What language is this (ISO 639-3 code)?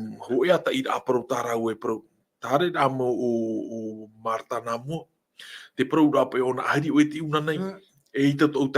tah